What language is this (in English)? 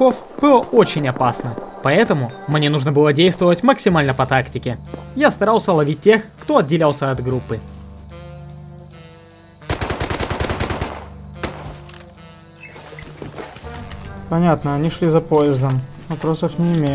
Russian